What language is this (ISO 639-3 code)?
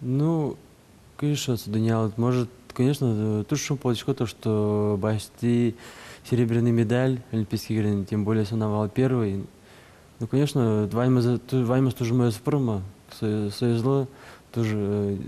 udm